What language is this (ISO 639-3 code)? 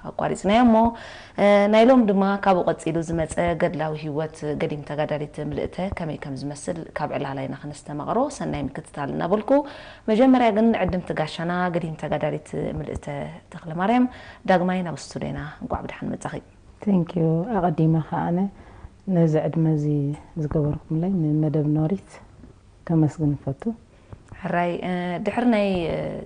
tir